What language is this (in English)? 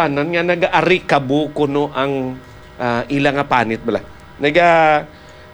Hiligaynon